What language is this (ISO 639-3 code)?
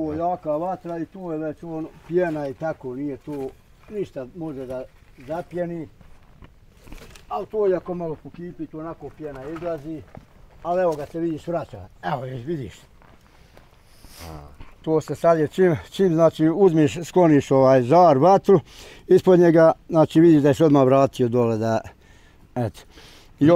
bos